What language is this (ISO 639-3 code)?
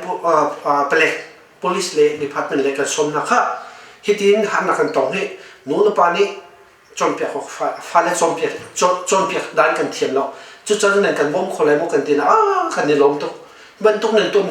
cnh